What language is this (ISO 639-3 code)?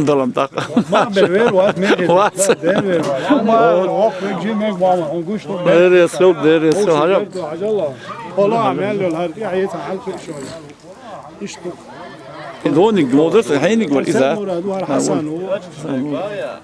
che